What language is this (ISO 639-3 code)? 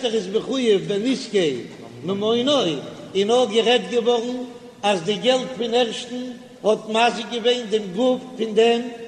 yid